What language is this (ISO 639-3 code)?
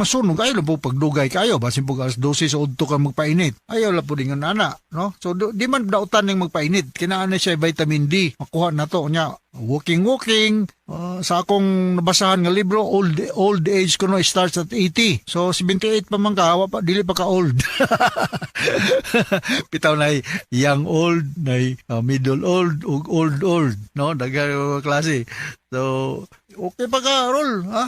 ceb